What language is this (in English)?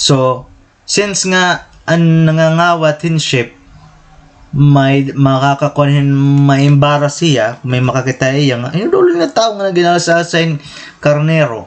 Waray